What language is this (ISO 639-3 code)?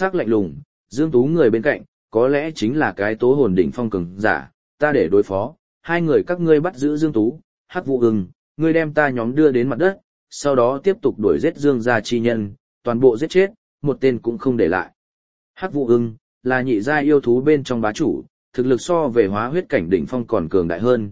vie